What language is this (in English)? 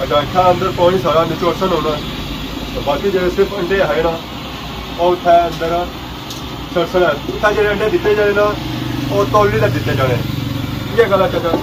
Pahari-Potwari